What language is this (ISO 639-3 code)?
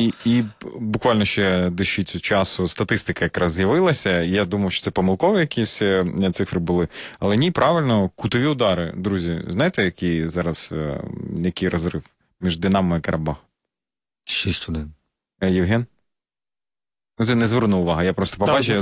ukr